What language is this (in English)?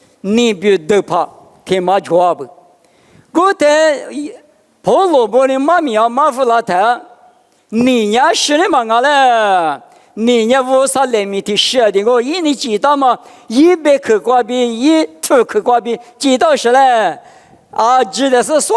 Lisu